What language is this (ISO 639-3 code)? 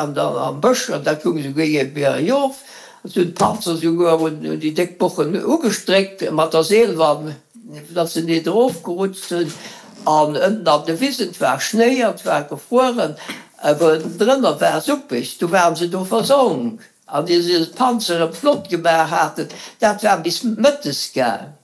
ltz